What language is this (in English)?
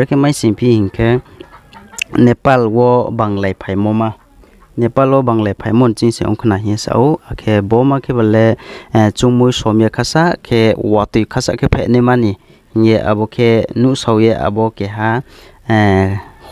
Riang (India)